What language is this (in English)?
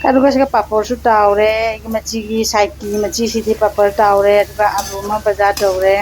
Manipuri